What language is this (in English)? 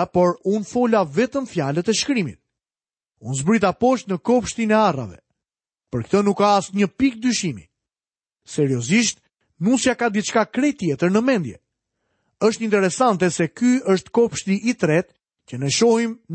Albanian